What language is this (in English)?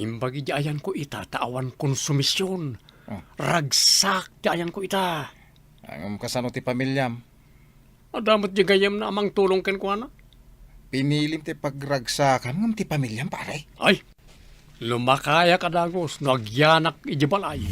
Iloko